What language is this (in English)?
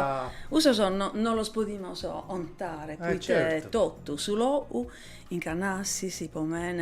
Sardinian